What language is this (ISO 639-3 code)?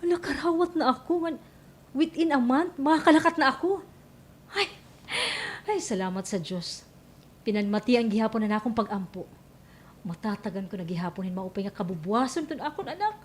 war